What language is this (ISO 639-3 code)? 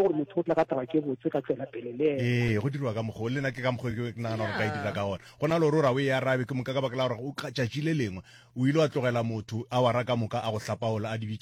nso